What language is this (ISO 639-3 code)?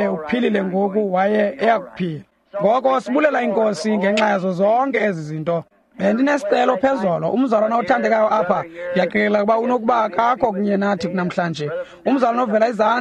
xho